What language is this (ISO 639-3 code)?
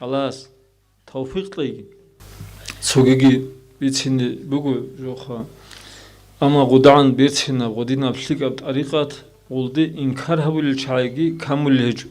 ava